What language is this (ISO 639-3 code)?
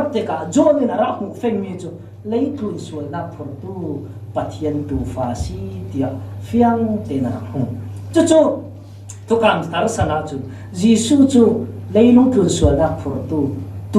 cfm